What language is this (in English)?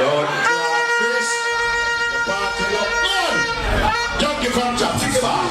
Jamaican Creole English